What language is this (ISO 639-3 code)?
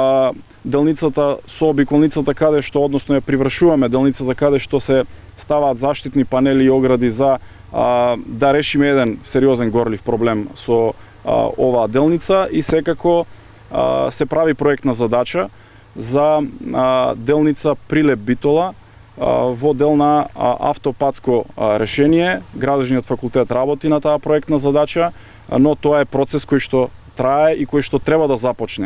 mkd